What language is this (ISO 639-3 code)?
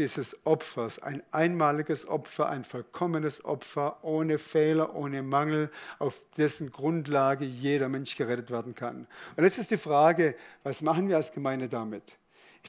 gsw